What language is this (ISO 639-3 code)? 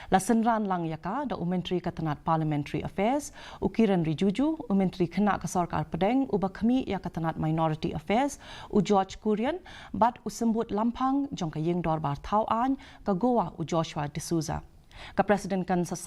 kha